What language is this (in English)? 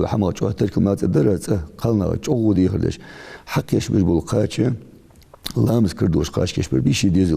Ingush